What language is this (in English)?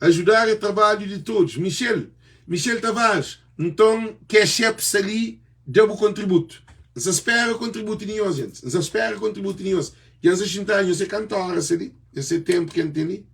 Kabuverdianu